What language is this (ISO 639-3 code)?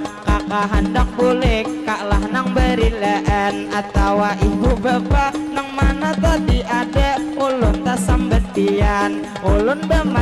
bjn